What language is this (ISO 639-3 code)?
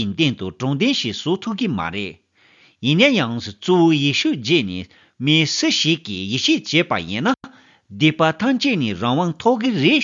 bod